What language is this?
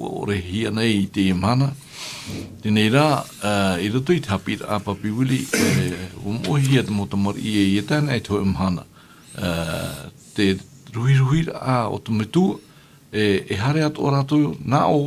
Tahitian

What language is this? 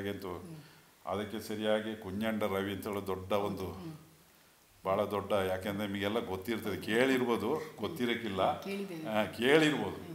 Kannada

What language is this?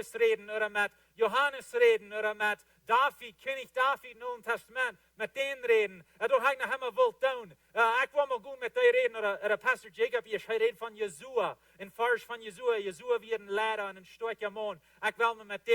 Plautdietsch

